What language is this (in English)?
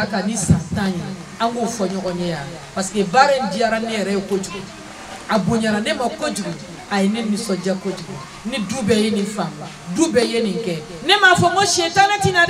Bambara